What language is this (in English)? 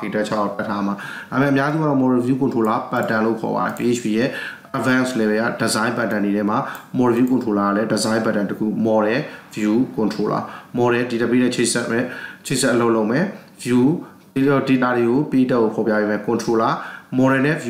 Burmese